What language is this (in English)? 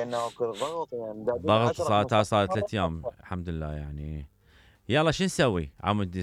Mesopotamian Arabic